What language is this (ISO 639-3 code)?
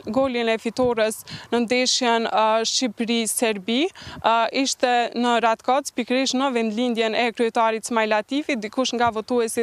sqi